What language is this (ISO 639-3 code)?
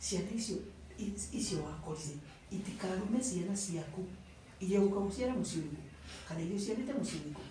kik